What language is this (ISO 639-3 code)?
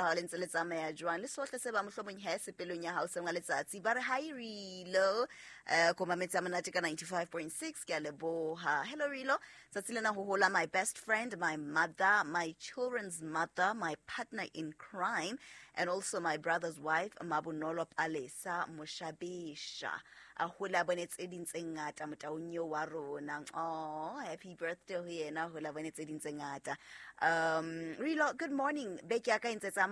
sot